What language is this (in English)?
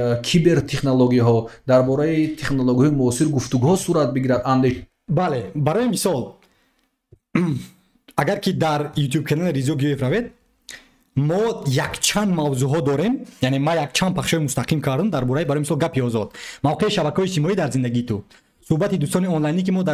Tajik